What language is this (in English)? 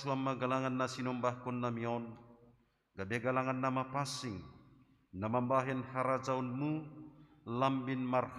Batak Simalungun